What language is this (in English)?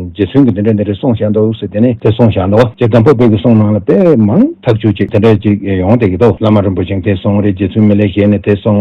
Tibetan